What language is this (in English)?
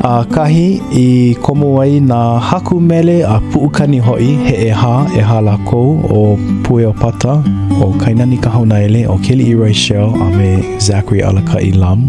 Hawaiian